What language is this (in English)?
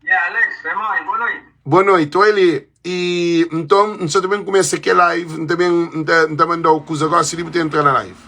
Kabuverdianu